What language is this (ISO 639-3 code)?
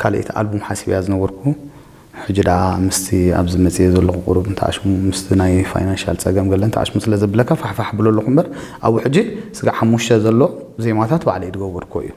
tir